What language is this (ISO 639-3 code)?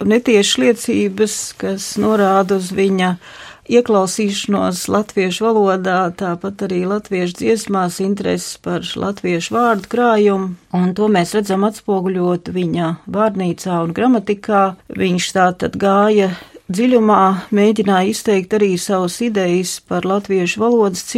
lav